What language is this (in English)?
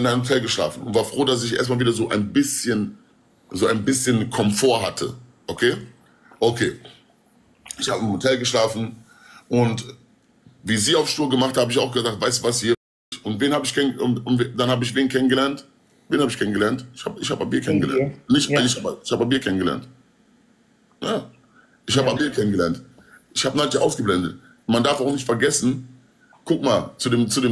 German